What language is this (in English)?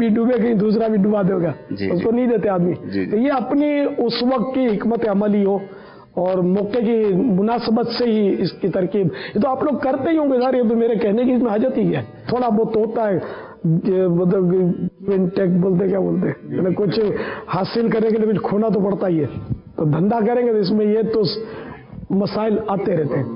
Urdu